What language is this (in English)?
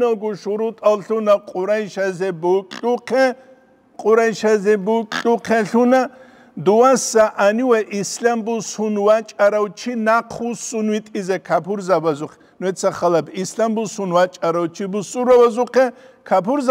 Avaric